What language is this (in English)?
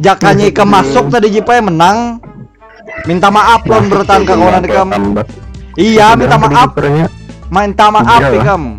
Banjar